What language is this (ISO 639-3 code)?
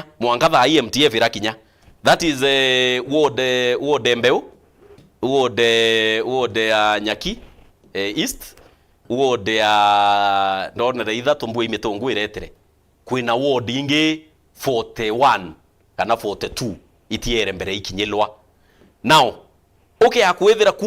mer